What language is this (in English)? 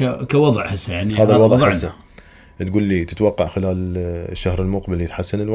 Mesopotamian Arabic